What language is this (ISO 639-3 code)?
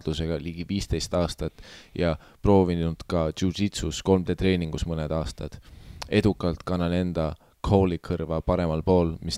est